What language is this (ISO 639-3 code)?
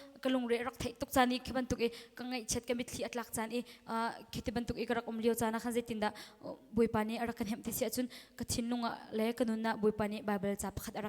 cnh